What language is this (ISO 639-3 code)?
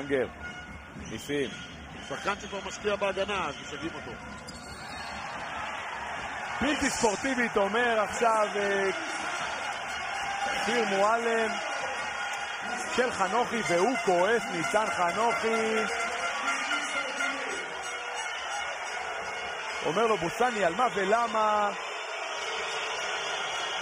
heb